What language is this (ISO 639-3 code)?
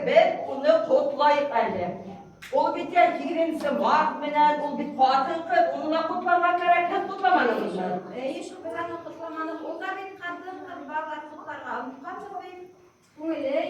bak